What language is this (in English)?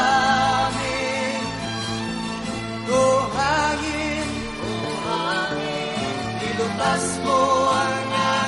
Filipino